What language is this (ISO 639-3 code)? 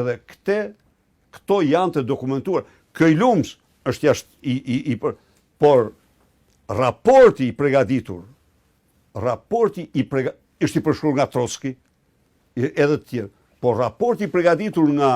sqi